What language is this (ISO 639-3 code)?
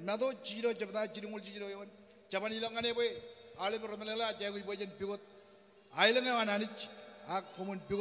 mah